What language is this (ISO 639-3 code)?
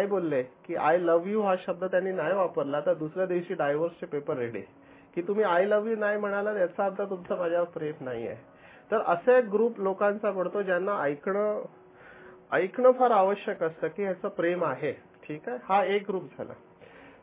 mar